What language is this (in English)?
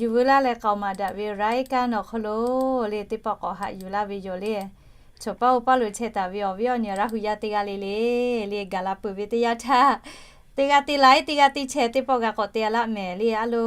Lahu